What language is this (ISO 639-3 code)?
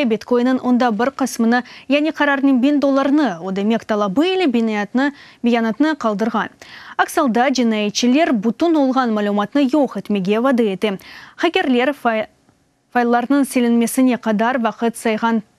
crh